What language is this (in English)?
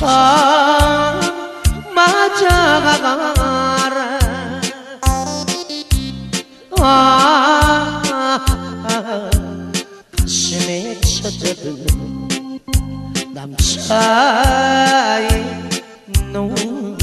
Korean